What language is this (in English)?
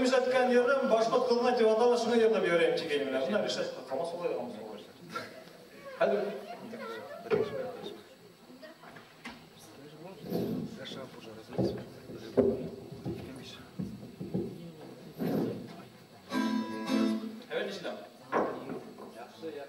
Kazakh